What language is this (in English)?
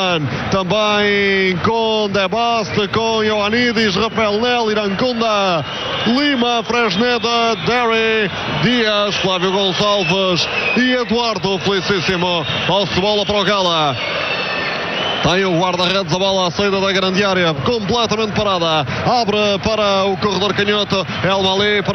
Portuguese